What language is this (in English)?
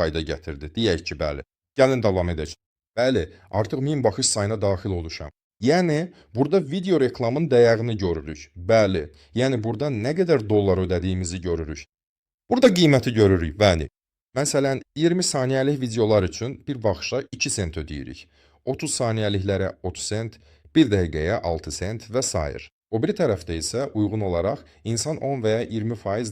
Azerbaijani